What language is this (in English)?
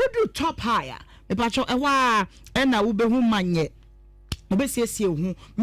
Akan